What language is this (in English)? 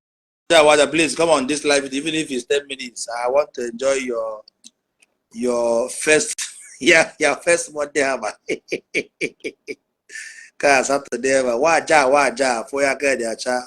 Igbo